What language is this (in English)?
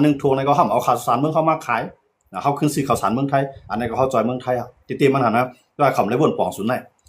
Shan